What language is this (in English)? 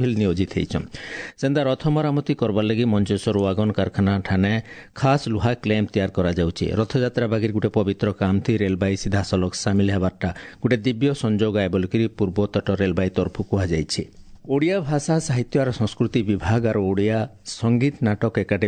Odia